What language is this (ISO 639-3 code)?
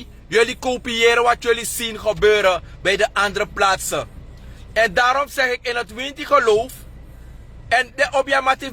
srn